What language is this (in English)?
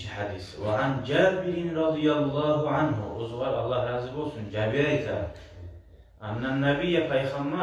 Kumyk